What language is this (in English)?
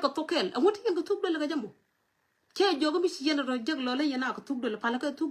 Nuer